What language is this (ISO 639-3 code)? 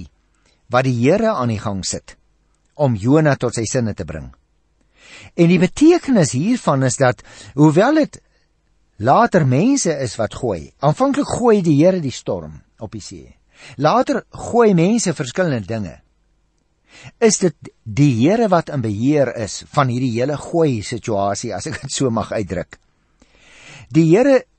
afr